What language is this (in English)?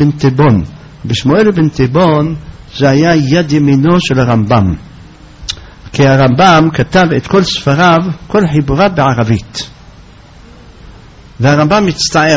Hebrew